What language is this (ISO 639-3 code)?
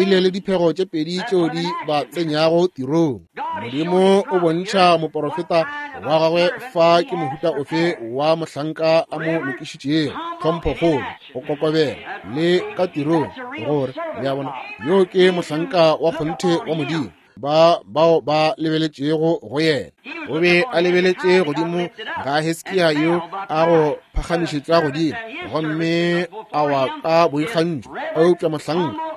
nso